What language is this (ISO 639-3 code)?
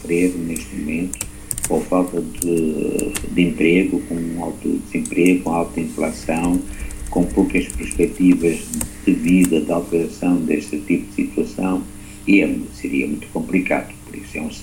por